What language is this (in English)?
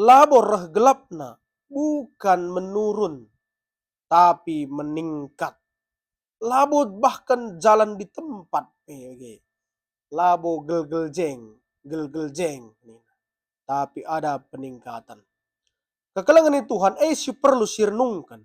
Batak Karo